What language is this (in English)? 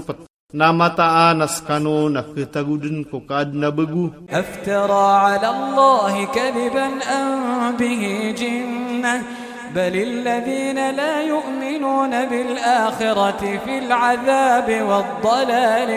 Iranun (Philippines)